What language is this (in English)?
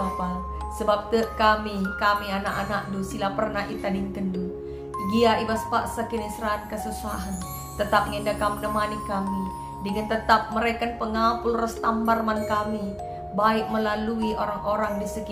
Batak Karo